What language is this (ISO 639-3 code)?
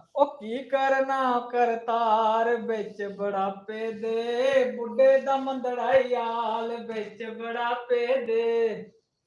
doi